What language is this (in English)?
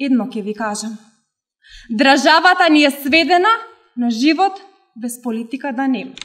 Macedonian